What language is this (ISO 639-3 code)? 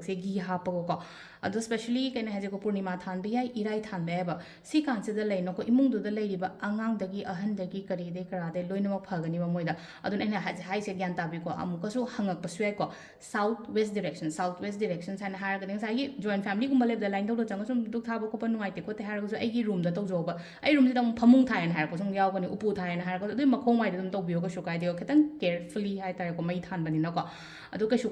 mni